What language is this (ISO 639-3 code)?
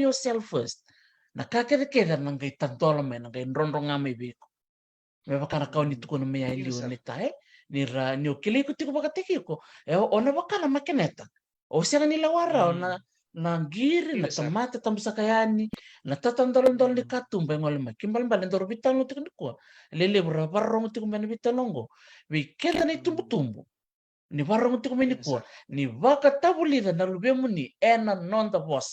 fij